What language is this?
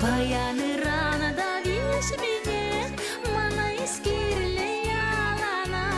Chuvash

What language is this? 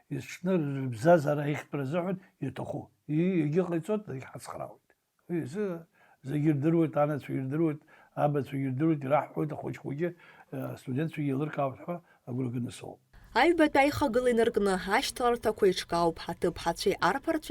Abkhazian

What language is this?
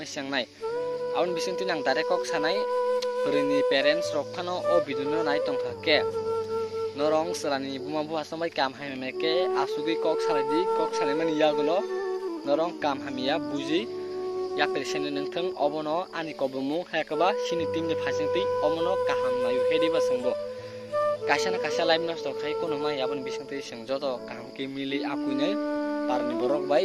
Kok Borok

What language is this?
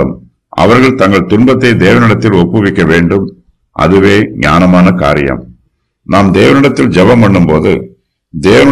Tamil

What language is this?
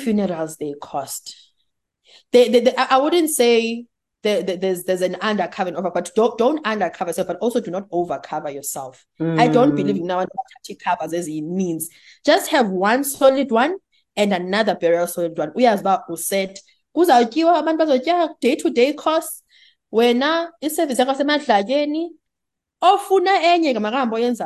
Xhosa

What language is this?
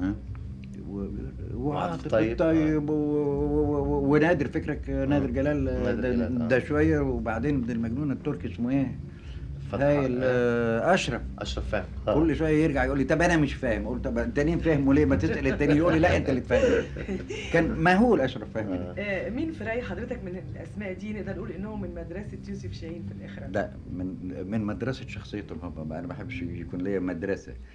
Egyptian Arabic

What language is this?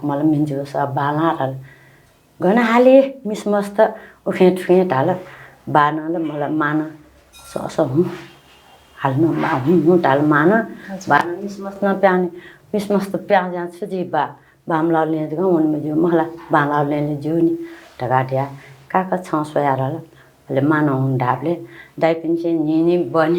Newari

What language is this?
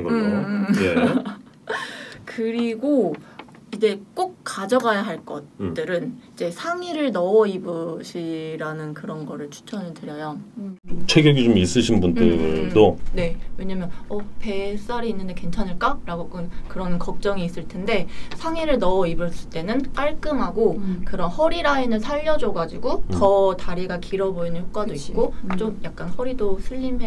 Korean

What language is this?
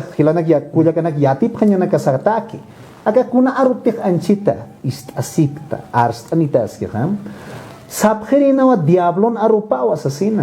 Aymara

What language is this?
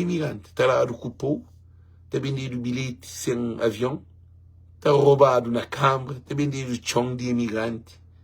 Kabuverdianu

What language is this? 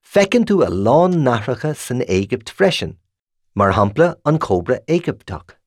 Irish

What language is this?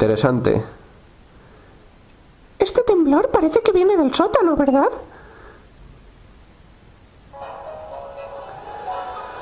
Spanish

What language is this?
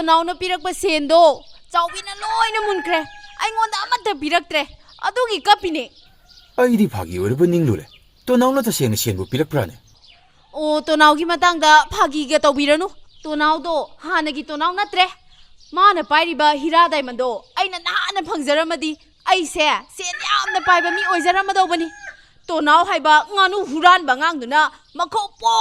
Manipuri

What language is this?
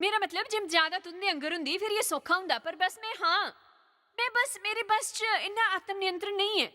Dogri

